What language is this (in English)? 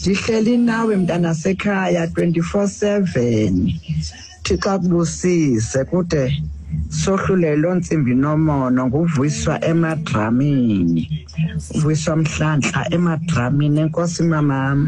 Xhosa